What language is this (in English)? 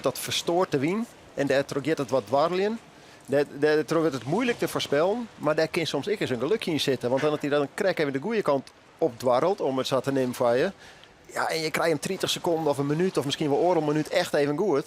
Western Frisian